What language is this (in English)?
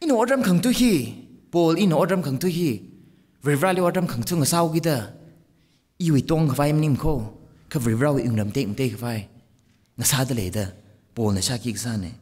Tangkhul Naga (India)